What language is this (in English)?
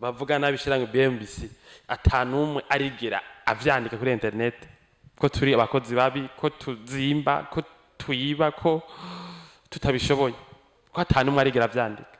Rundi